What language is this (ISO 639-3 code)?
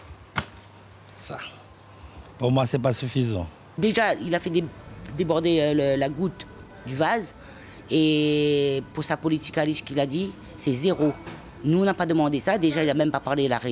fra